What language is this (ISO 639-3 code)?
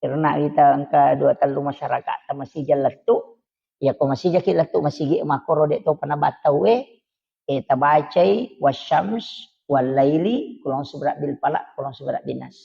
bug